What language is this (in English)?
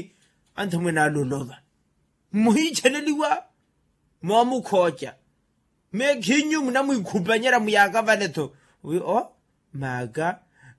Makhuwa